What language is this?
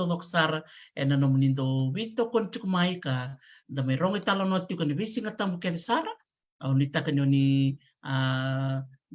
Fijian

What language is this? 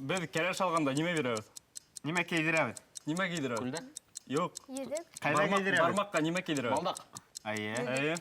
Bashkir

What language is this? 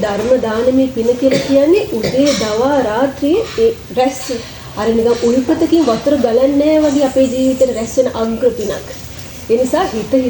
Sinhala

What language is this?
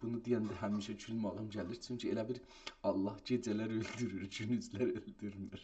South Azerbaijani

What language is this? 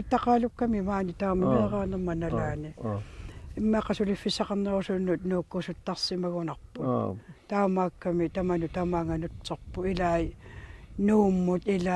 Kalaallisut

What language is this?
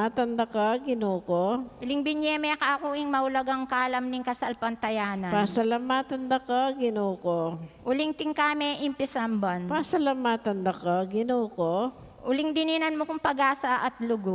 Pampanga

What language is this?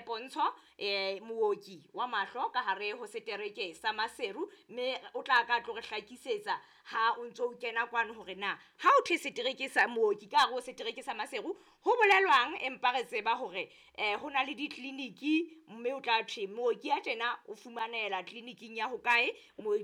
Southern Sotho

